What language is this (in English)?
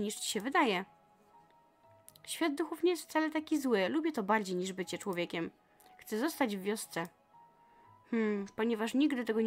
Polish